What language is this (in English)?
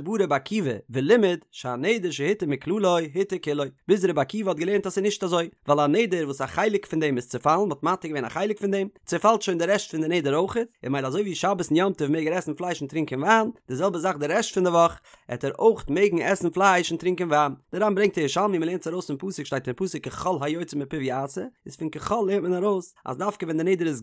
Yiddish